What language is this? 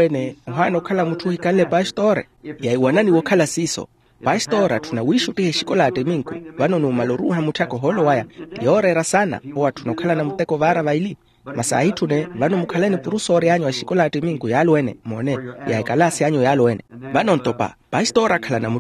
Makhuwa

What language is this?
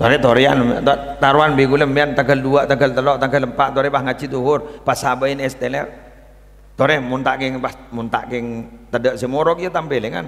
Madurese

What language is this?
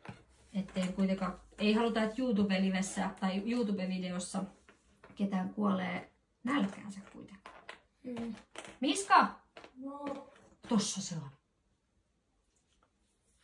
Finnish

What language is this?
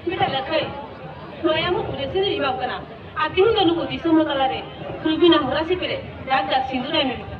Santali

